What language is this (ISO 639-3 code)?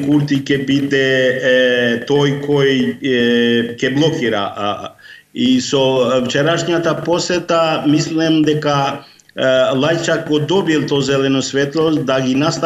mkd